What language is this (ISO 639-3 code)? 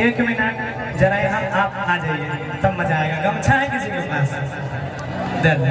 mai